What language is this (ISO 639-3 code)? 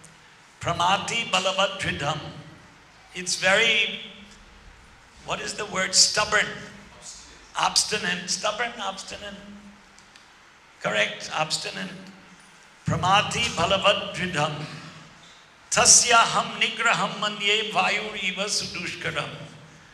eng